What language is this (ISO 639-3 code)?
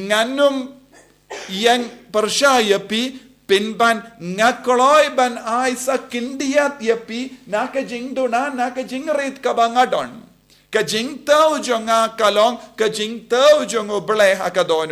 kha